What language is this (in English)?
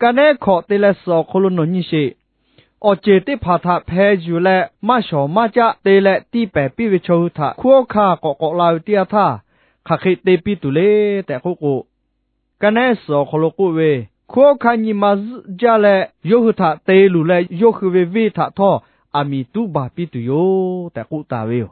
Lahu